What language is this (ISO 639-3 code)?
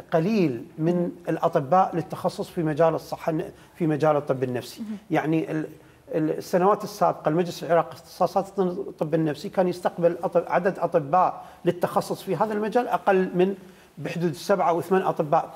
acm